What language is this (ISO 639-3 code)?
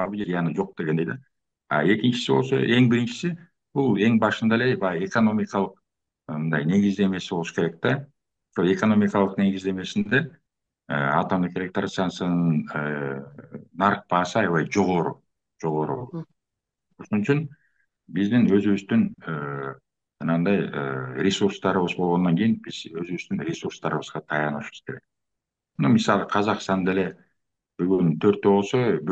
kir